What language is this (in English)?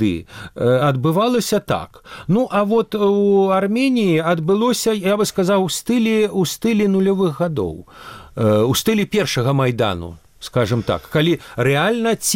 Belarusian